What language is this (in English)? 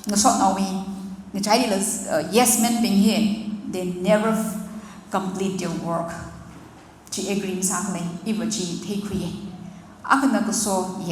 Tangkhul Naga (India)